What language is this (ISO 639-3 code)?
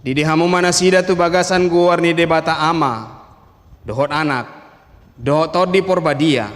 bbc